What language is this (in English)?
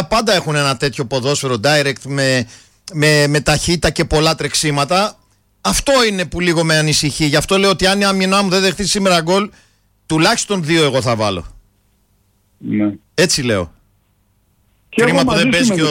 Greek